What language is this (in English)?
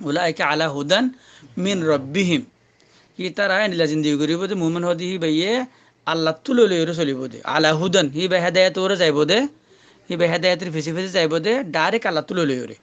Rohingya